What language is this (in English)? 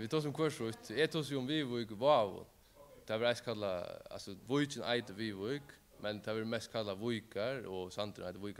Faroese